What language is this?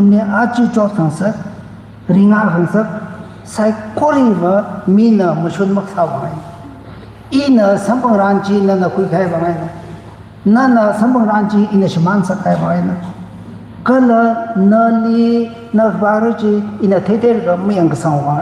Tangkhul Naga (India)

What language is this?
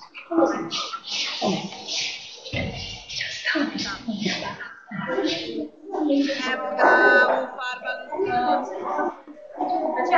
Serbian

